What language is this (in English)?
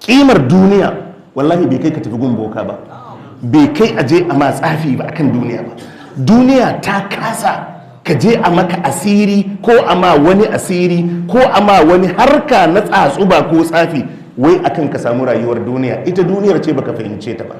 Hausa